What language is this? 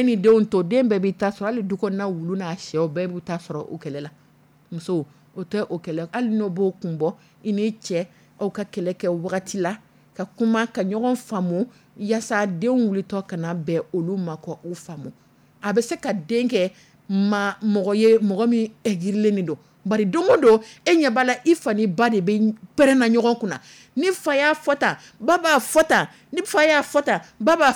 Dyula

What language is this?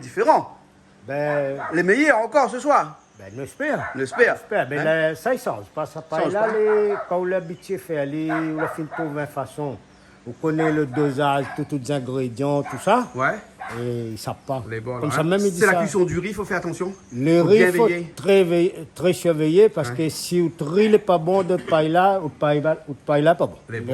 Réunion Creole French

